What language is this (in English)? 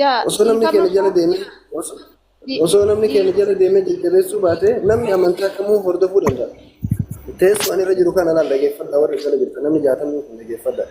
Oromo